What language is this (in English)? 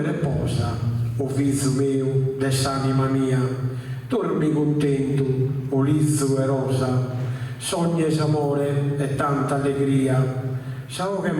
Sardinian